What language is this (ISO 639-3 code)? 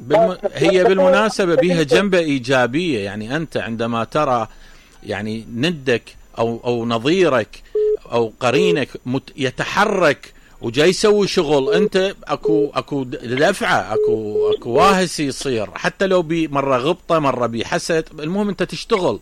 acm